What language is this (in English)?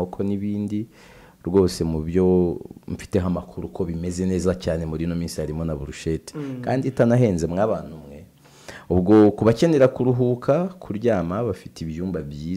Kinyarwanda